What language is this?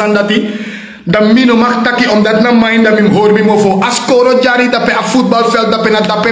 Sranan Tongo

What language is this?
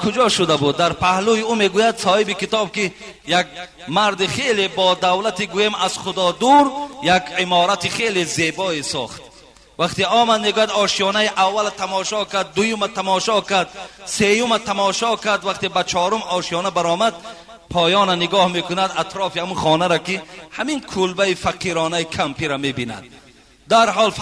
Tajik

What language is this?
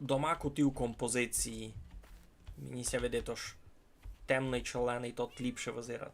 Rusyn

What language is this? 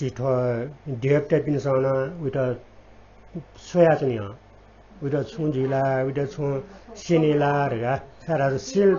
Newari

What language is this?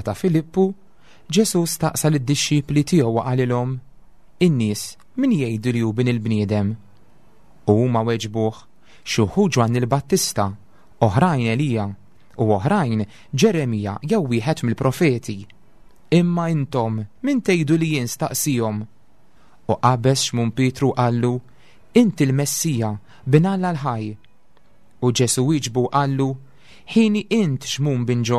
Maltese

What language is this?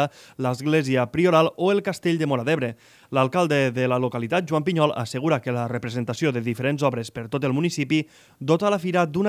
Catalan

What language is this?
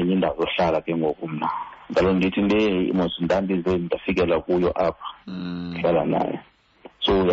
Xhosa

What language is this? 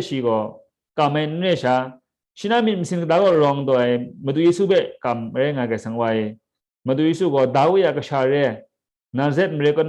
Kachin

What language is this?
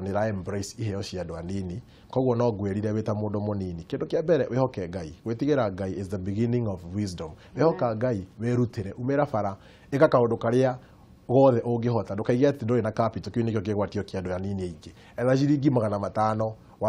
Kikuyu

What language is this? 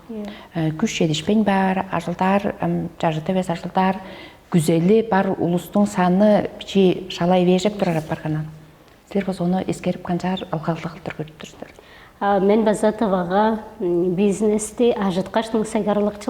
Tuvinian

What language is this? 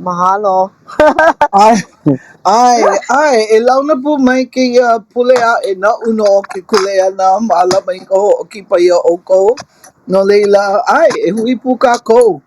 Hawaiian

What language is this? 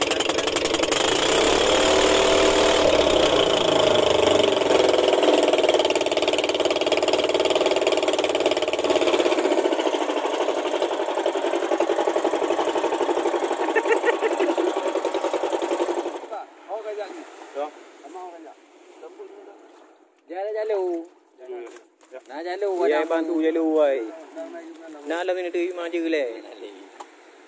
Malay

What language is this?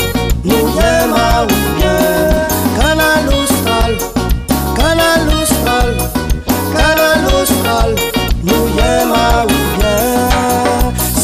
Réunion Creole French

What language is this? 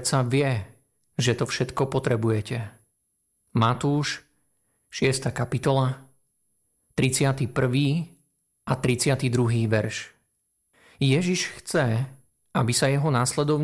Slovak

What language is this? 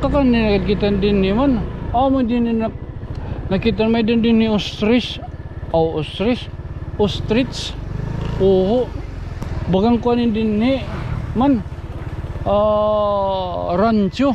Waray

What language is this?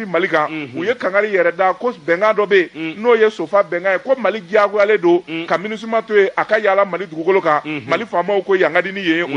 Bambara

